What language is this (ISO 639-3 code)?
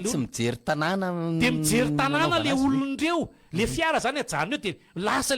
mlg